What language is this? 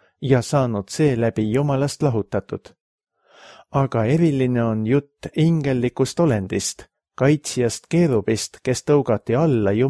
Estonian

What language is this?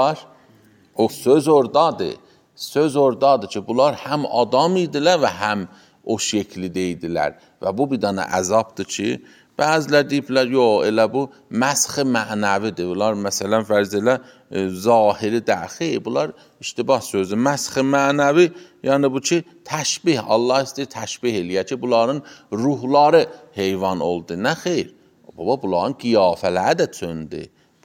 Azerbaijani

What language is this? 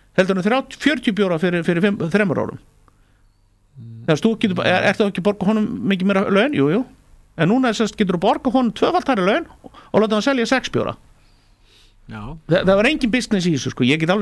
Icelandic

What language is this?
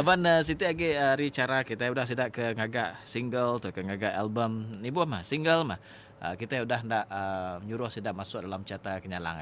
Iban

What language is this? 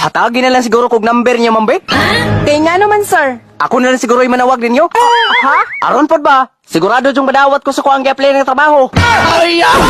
Cebuano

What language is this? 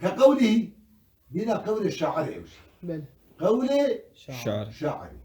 Kurdish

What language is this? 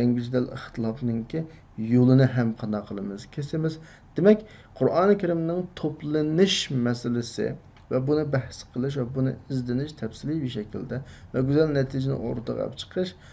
Uyghur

